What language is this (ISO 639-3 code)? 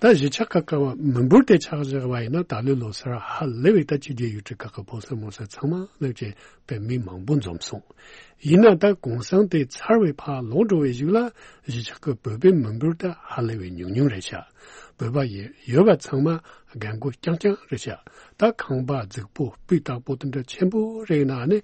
bod